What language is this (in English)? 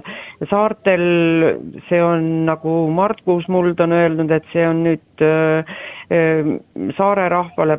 Estonian